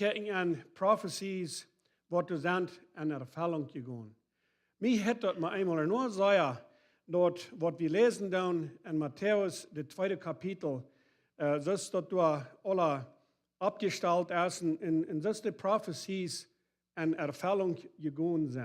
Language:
Plautdietsch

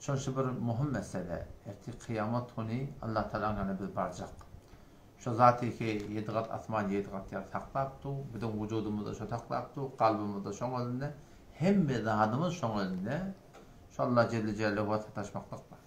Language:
Turkmen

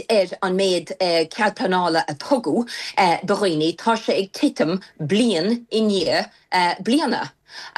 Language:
Irish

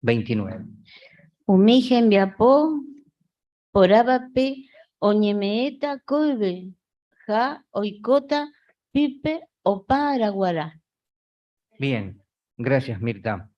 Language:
Guarani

